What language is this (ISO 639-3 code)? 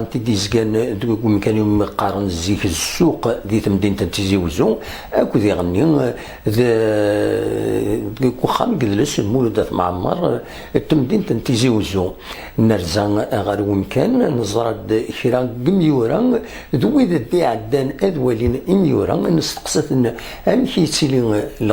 kab